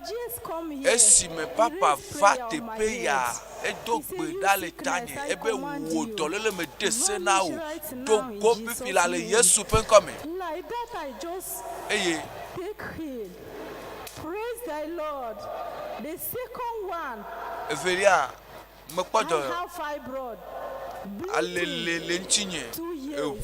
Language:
Ewe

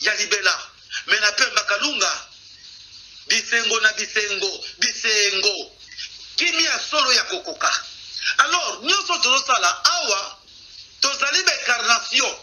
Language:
Lingala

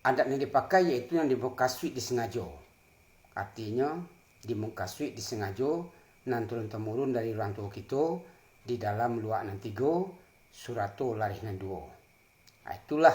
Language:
Minangkabau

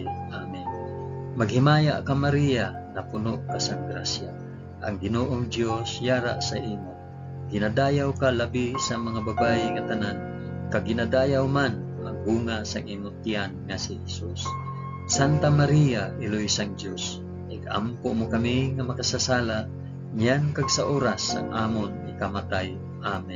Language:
Hiligaynon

